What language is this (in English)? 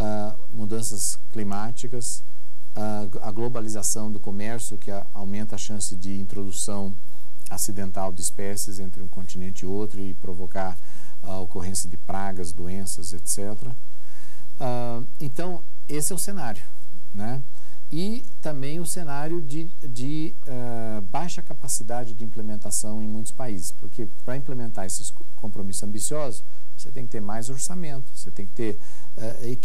Portuguese